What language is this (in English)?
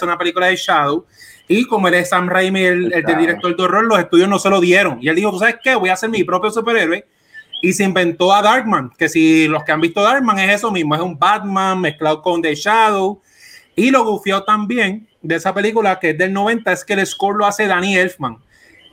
Spanish